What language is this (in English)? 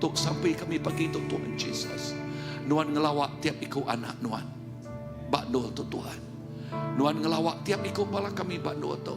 Iban